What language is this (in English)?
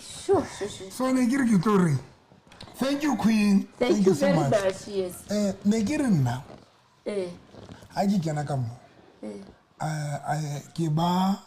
Southern Sotho